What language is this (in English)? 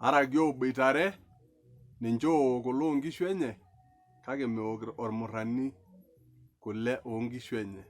Masai